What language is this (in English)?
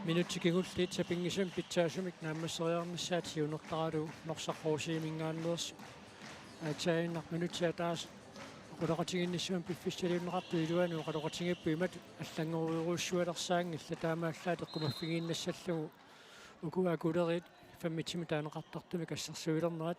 Kalaallisut